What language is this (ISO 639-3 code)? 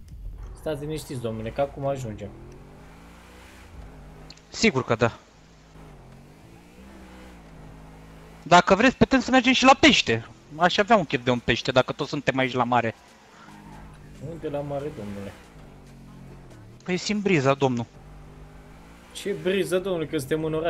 ron